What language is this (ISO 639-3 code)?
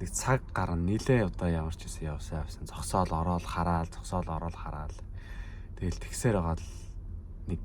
mon